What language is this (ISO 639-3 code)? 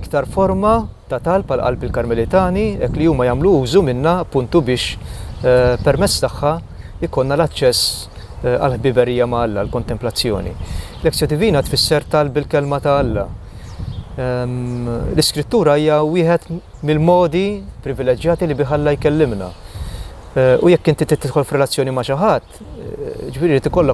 mlt